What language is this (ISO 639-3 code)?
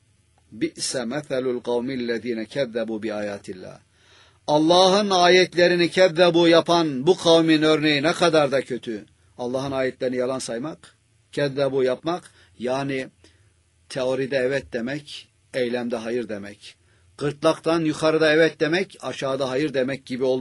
tur